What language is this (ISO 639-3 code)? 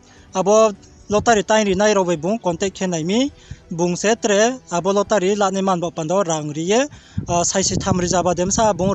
ria